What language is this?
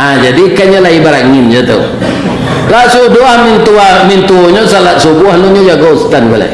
Minangkabau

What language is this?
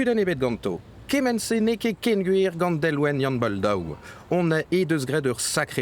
Breton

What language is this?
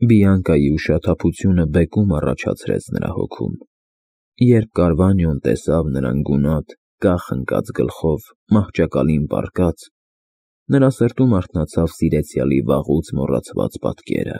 Armenian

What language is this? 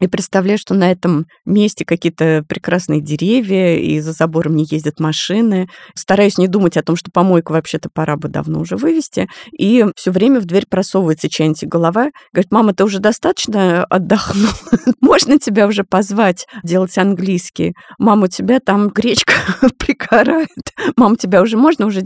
Russian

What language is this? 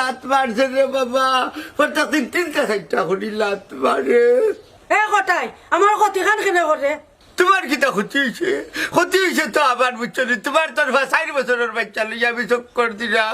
Sylheti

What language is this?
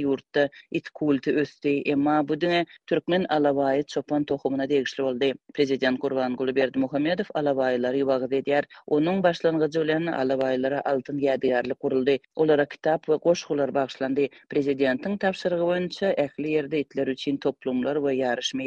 Turkmen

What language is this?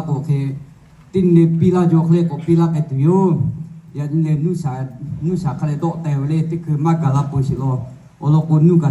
Lahu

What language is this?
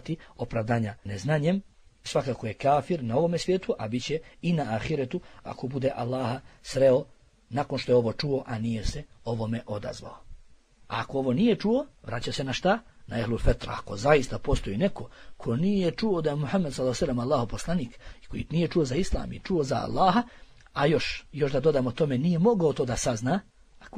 Bosnian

